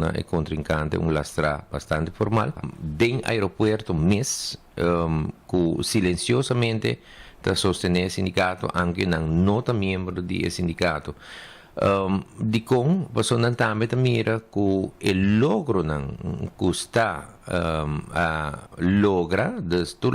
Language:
Papiamento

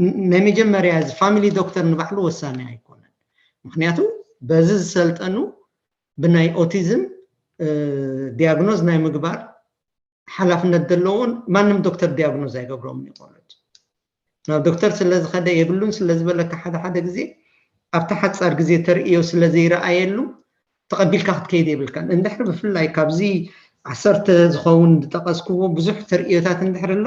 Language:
Tigrinya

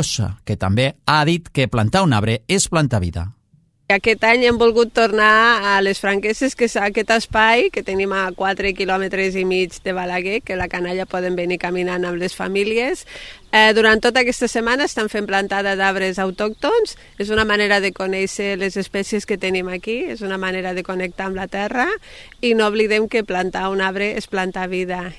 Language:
Catalan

